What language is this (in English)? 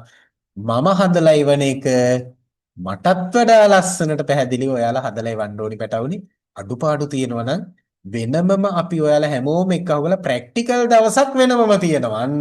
Sinhala